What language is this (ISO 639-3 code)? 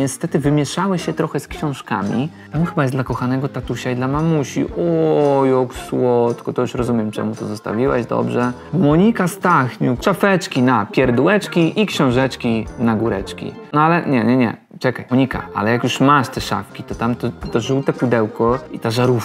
pol